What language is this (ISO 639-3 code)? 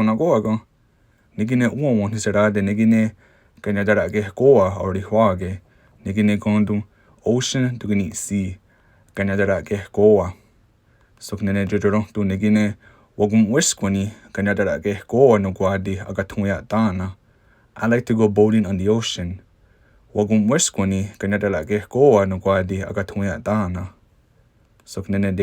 moh